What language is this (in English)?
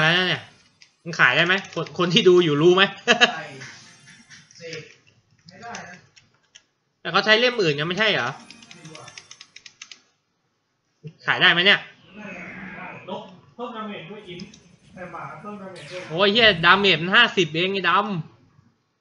Thai